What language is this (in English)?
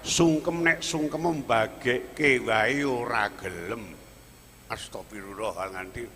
Javanese